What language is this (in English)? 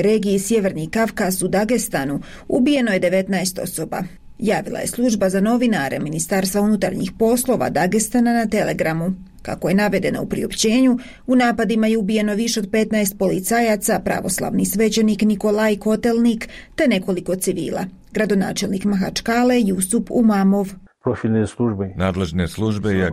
Croatian